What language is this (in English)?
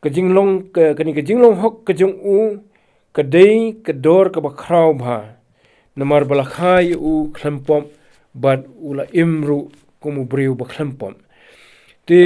Khasi